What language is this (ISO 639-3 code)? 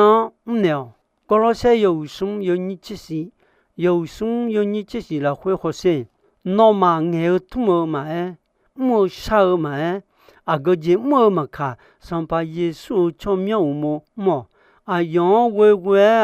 ahk